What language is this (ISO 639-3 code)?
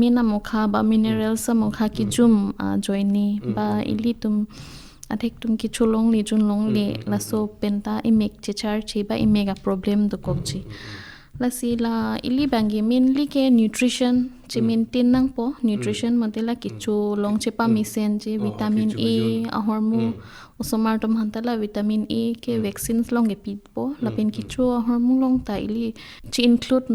mjw